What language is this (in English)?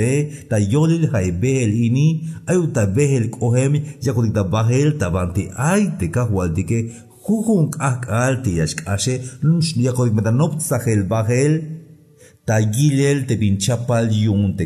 Tzeltal